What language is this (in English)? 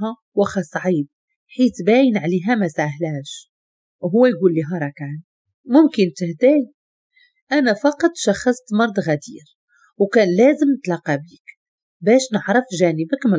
Moroccan Arabic